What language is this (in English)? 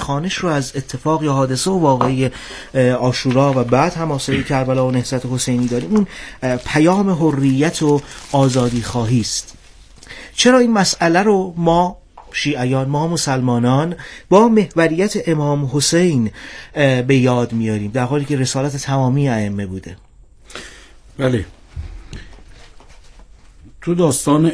Persian